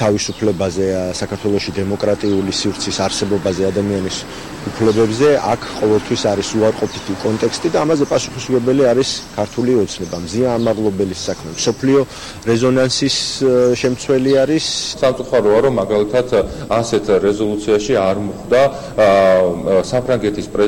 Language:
Georgian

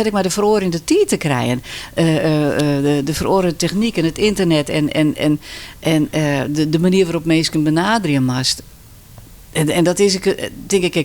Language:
Western Frisian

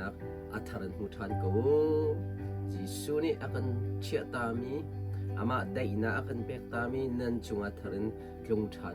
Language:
Hakha Chin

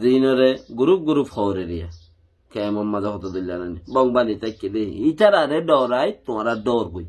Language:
Rohingya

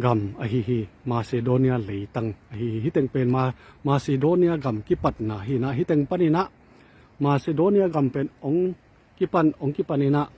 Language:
Tedim Chin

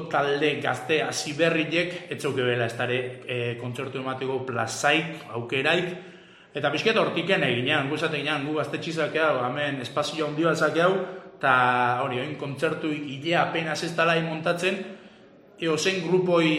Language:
Basque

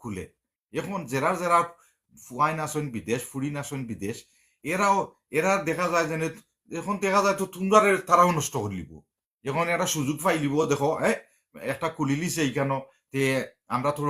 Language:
Sylheti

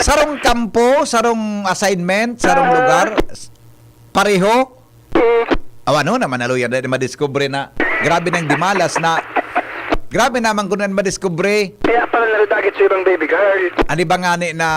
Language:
Bikol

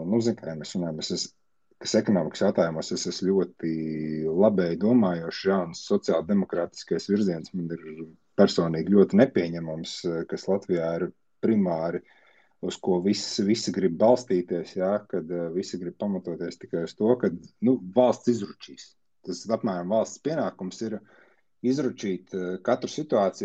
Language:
Latvian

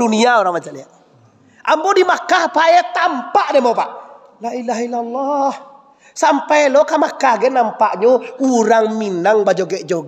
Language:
Minangkabau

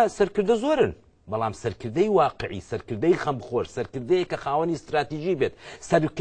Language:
Central Kurdish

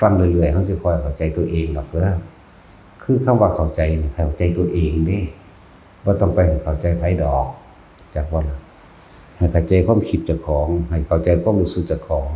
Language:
Northeastern Thai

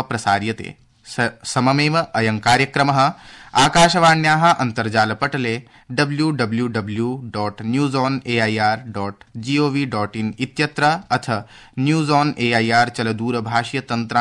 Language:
Sanskrit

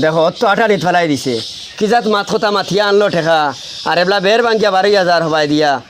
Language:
Sylheti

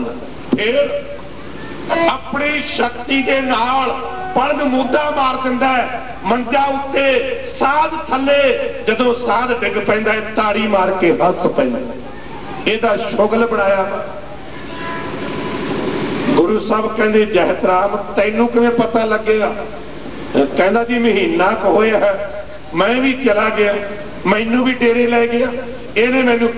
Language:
Punjabi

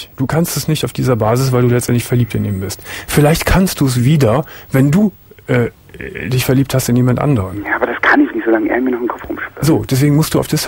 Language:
German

